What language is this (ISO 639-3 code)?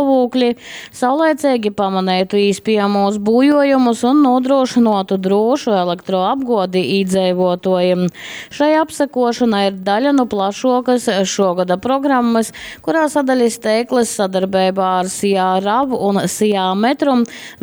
ltg